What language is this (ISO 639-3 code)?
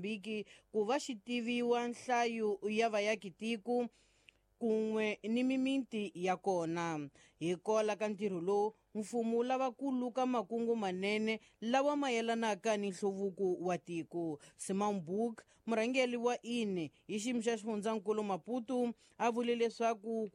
tso